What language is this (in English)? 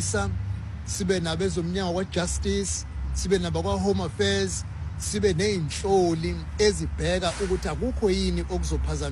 Xhosa